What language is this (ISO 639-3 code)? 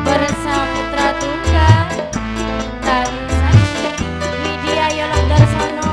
mad